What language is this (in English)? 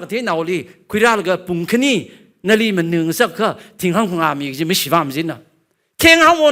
Tangkhul Naga (India)